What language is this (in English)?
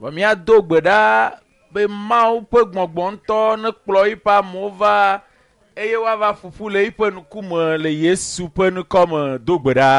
Ewe